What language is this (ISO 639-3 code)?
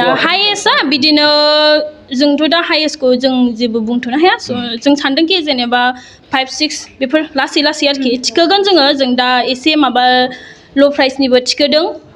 brx